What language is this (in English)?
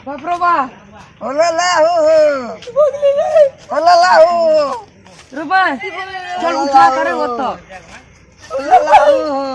Maithili